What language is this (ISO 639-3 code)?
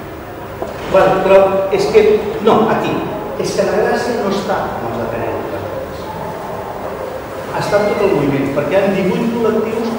cat